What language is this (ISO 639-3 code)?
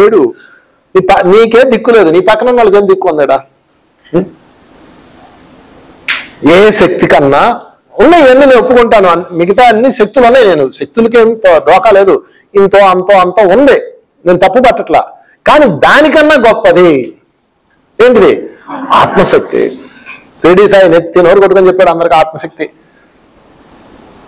tel